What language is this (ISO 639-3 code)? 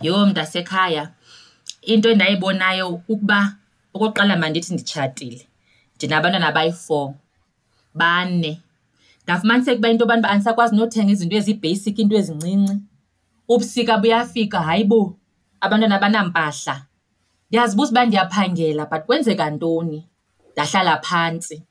xho